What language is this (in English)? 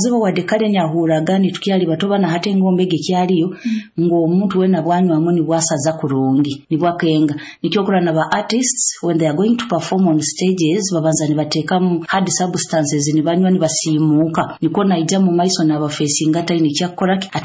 Nyoro